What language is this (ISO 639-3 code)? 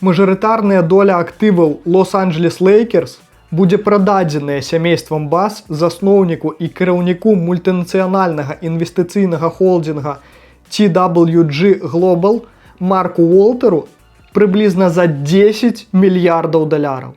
bel